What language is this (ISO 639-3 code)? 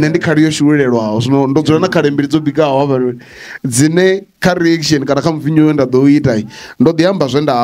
ven